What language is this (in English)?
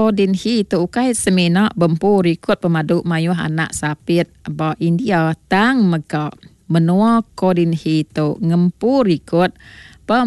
Iban